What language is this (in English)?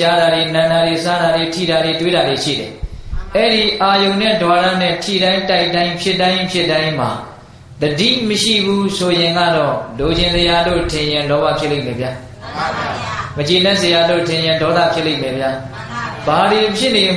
Burmese